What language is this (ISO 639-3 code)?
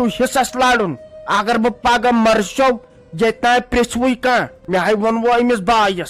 kas